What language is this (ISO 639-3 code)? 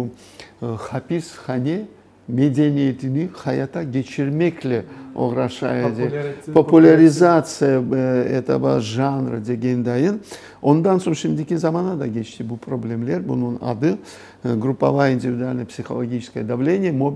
crh